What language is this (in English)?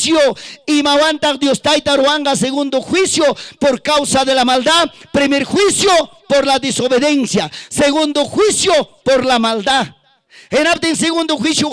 Ayacucho Quechua